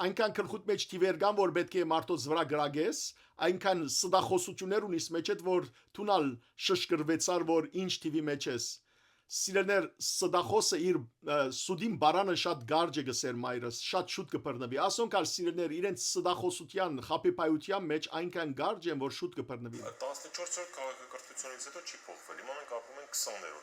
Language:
Western Armenian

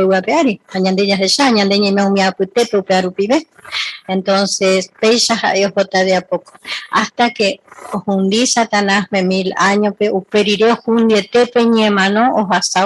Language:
Guarani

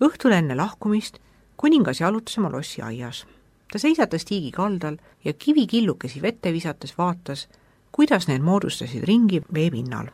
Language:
Estonian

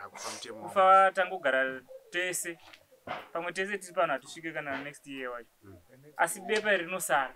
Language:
Shona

